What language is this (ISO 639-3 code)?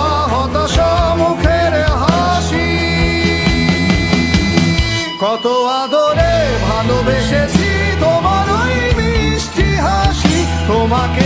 ben